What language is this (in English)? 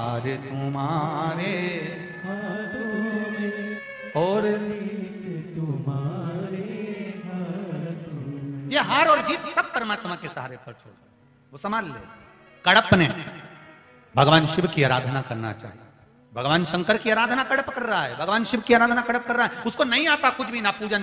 Hindi